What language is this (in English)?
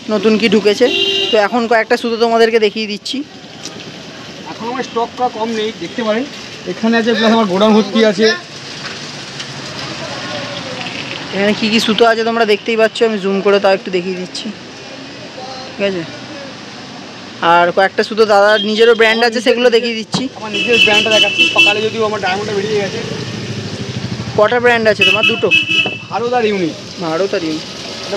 Bangla